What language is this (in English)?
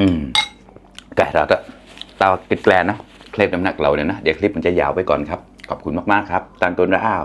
Mon